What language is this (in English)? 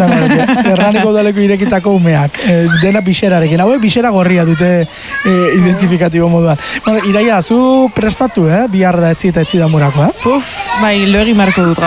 Basque